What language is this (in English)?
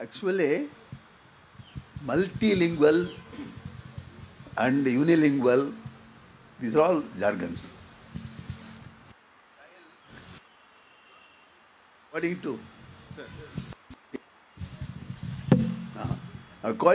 Odia